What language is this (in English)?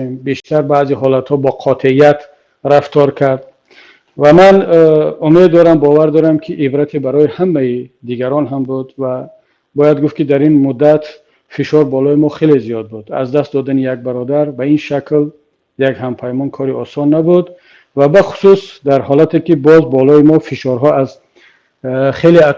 Tajik